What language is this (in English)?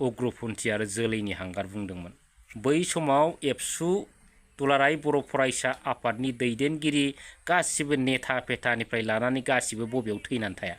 Bodo